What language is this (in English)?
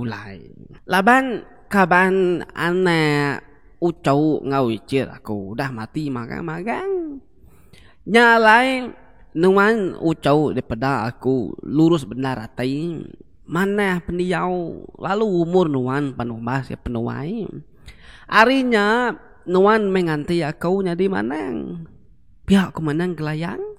Iban